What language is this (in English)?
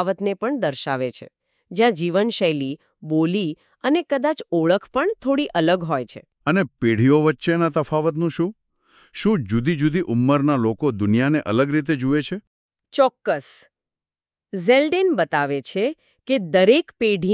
Gujarati